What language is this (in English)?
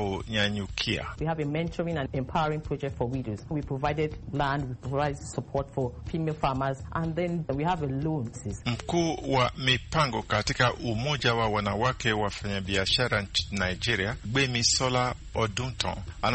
Swahili